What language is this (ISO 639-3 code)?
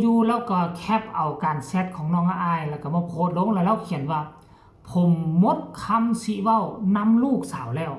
tts